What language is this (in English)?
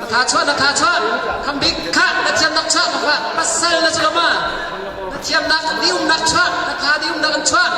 Hakha Chin